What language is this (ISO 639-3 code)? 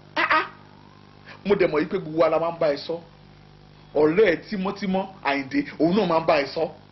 yor